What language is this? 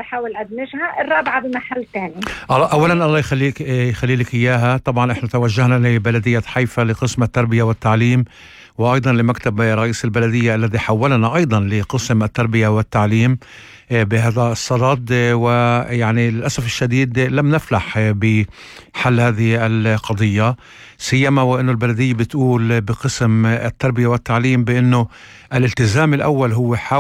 North Levantine Arabic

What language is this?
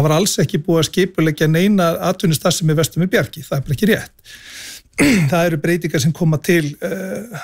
Icelandic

